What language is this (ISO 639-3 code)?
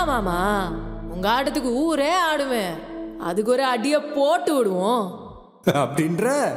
tam